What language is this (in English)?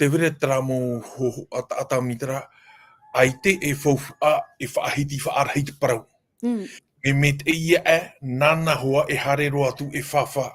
Tahitian